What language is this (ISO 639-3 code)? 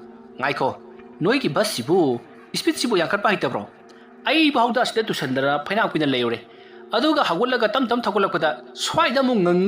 mni